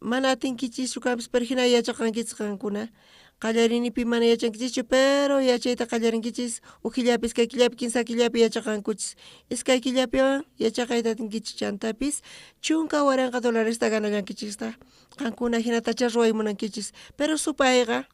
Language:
South Bolivian Quechua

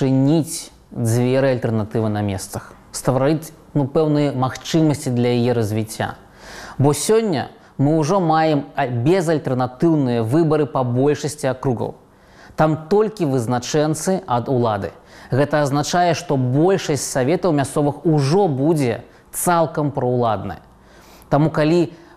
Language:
Belarusian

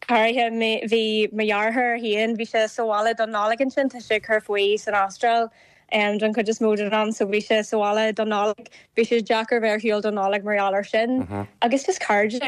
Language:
Irish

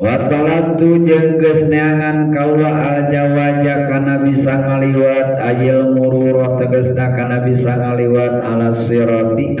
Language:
Sundanese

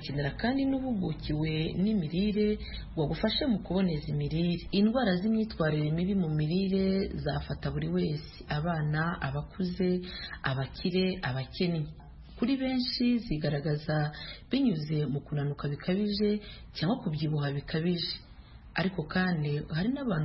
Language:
Kinyarwanda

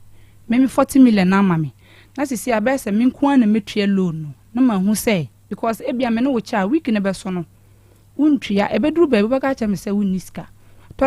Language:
Akan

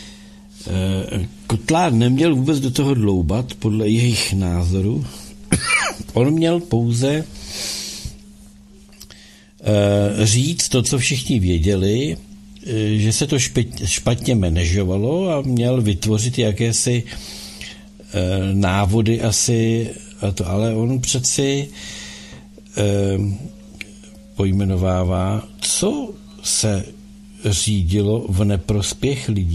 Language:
Czech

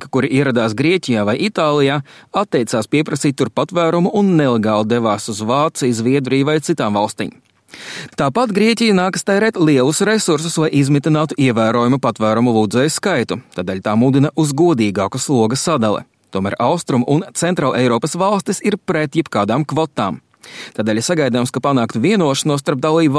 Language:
Latvian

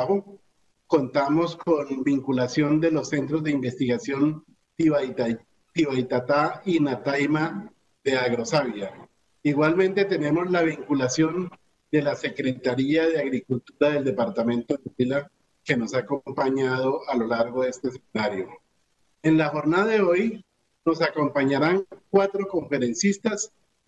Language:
Spanish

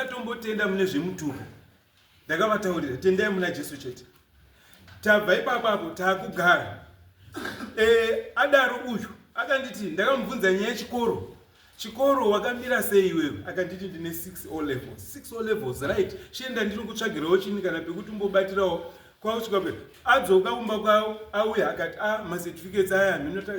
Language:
Shona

